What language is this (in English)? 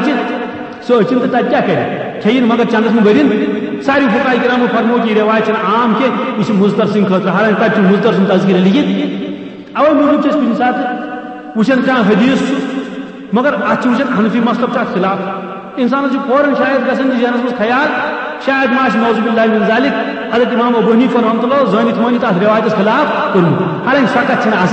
Kashmiri